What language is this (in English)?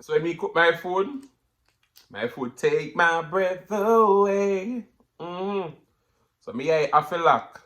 Jamaican Creole English